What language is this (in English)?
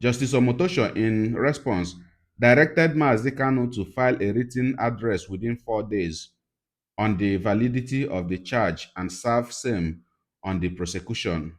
Igbo